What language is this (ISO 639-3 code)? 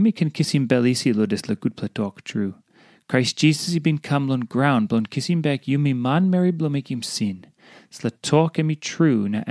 tpi